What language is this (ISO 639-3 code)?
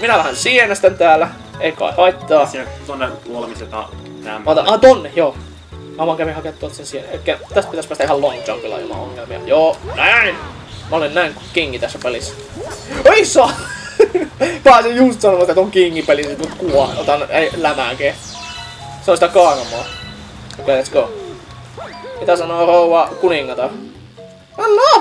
fin